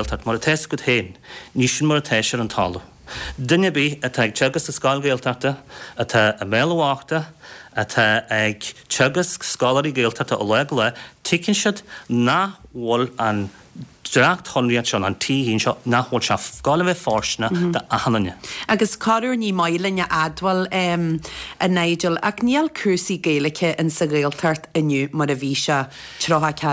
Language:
Irish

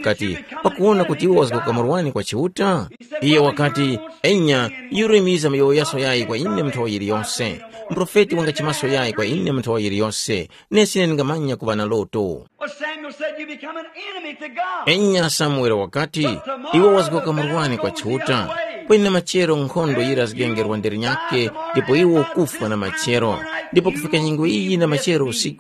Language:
Tumbuka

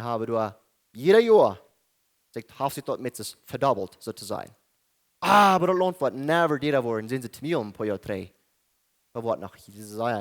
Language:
Plautdietsch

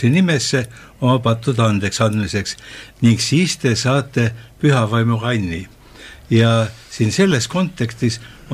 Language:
Estonian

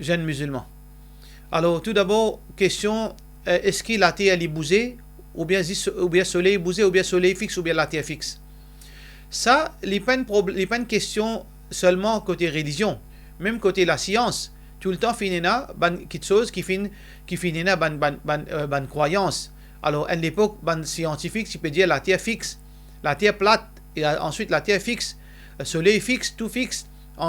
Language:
Morisyen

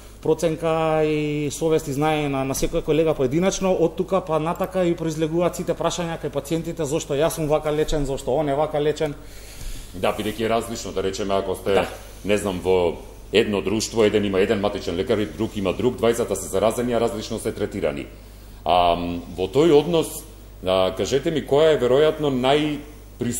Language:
Macedonian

